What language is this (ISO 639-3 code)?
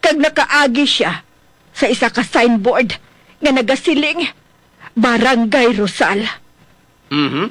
hil